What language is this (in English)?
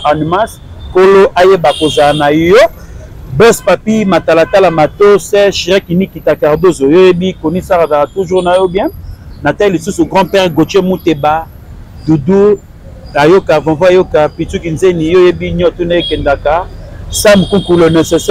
Lingala